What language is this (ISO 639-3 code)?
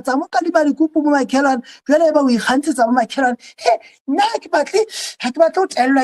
sot